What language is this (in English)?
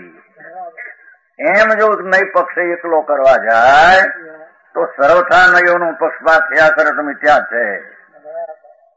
Gujarati